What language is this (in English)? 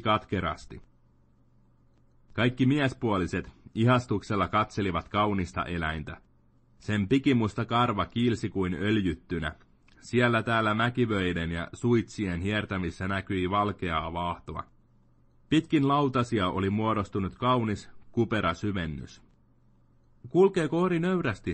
Finnish